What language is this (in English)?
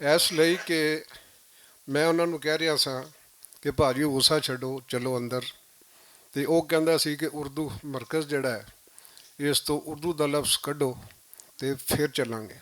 Western Panjabi